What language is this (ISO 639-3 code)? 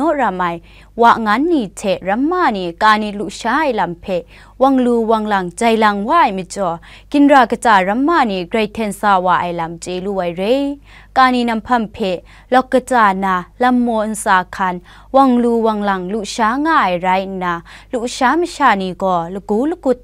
kac